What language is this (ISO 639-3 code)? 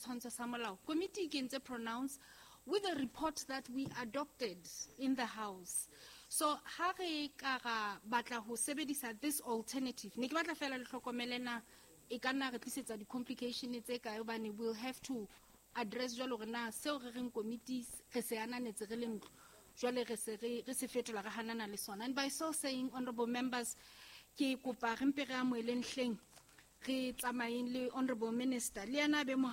sot